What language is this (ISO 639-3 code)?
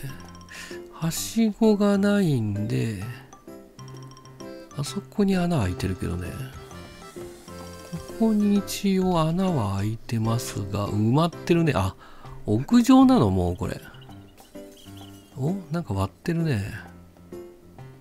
jpn